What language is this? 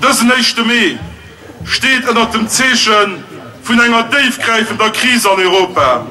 Luxembourgish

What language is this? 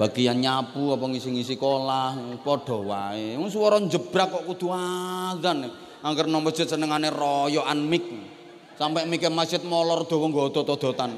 Javanese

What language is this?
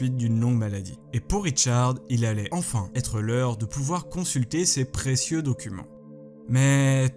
French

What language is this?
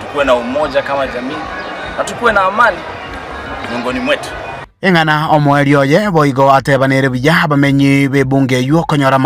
Gusii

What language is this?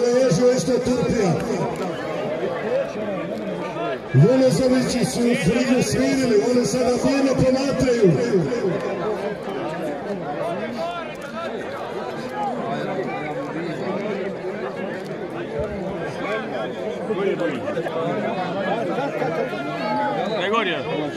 Croatian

